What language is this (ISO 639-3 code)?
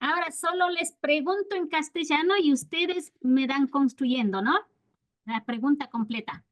qvi